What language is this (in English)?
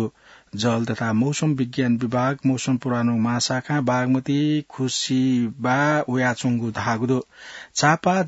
Newari